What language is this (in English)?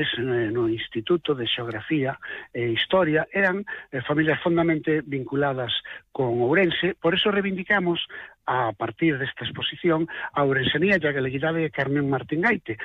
Galician